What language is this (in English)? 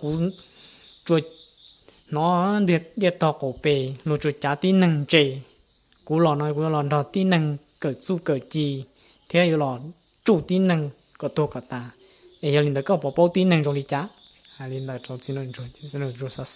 Hmong